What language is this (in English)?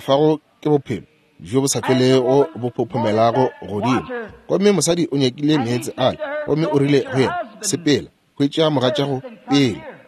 Northern Sotho